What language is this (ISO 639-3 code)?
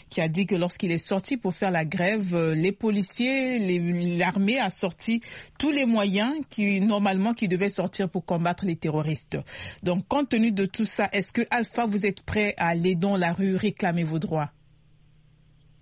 fra